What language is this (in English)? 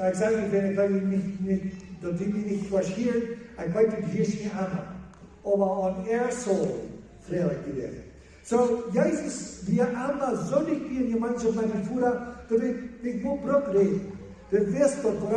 Plautdietsch